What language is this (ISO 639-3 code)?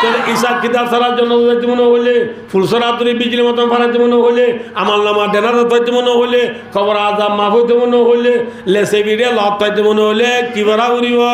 rhg